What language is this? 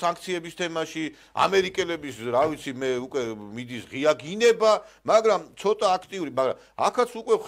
Georgian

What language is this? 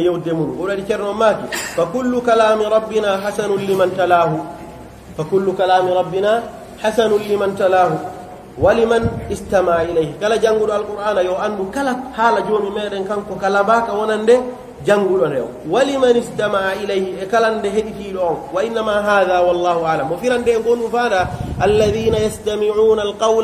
Pular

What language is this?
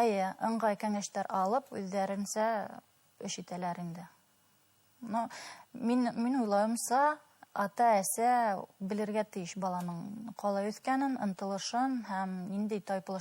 Bashkir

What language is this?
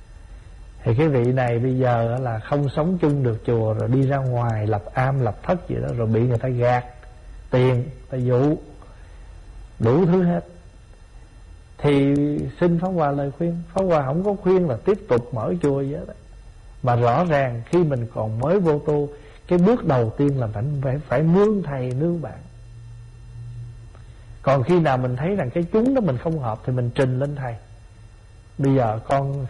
Vietnamese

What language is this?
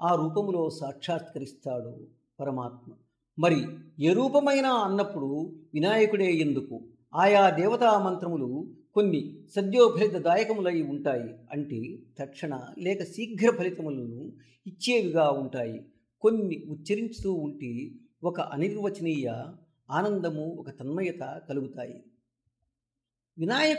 Telugu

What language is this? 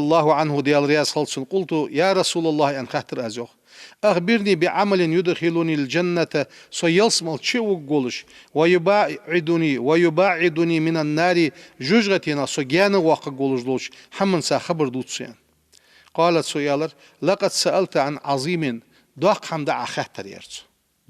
Ingush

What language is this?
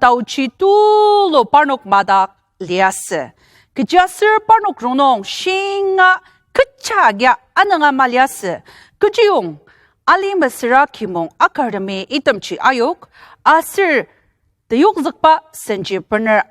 Ao Naga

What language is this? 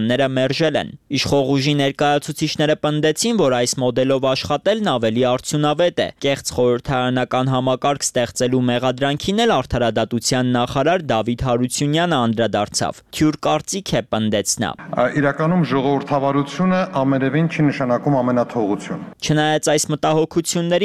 Armenian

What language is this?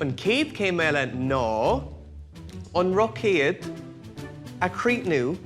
Irish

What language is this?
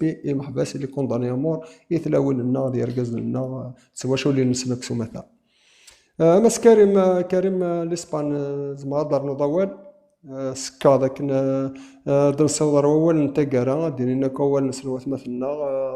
Kabyle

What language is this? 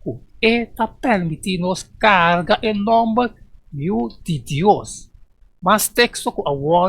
Papiamento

